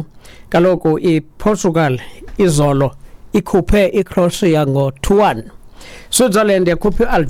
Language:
Xhosa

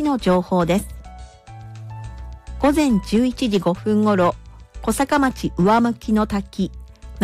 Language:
Japanese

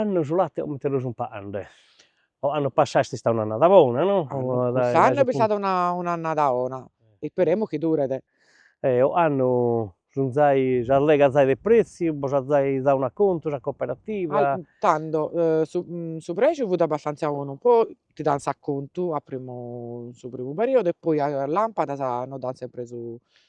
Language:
Sardinian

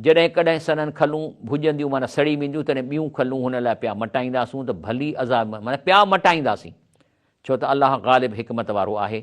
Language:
Sindhi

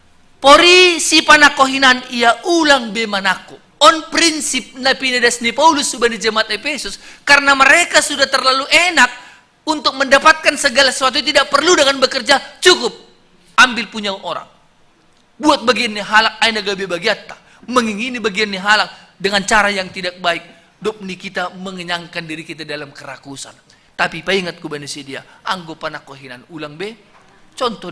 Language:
Batak Simalungun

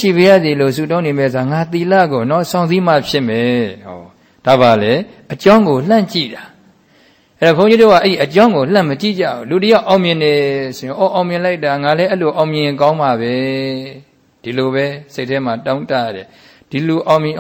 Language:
Burmese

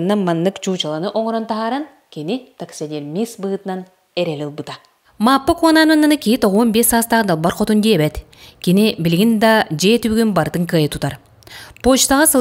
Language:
Yakut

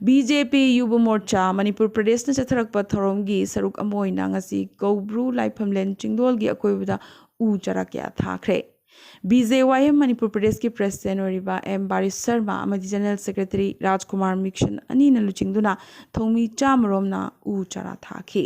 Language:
Manipuri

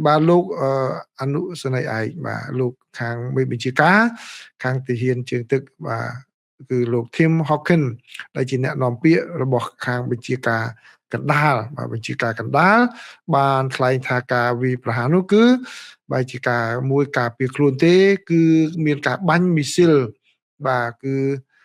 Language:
Khmer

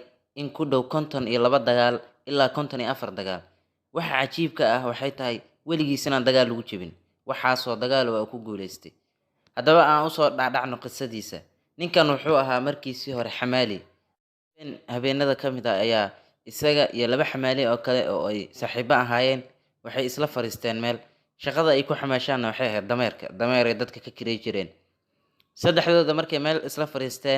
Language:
Somali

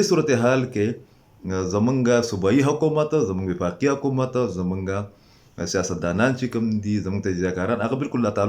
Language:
Pashto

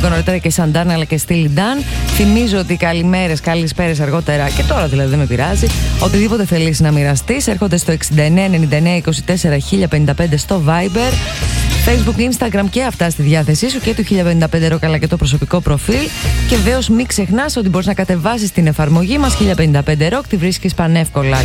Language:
Greek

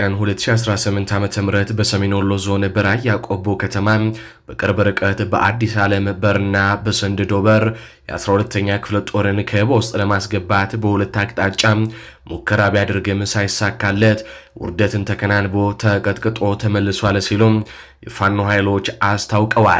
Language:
Amharic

